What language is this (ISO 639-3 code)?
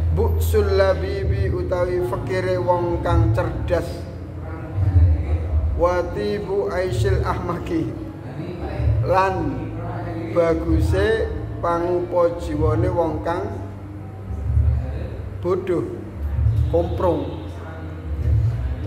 jav